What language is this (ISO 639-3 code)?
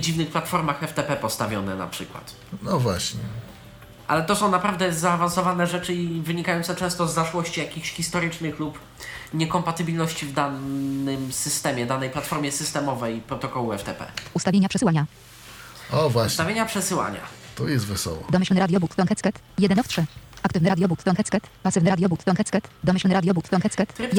pol